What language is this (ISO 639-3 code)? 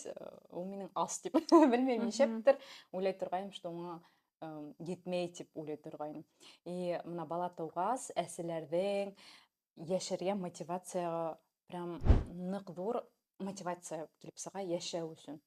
bak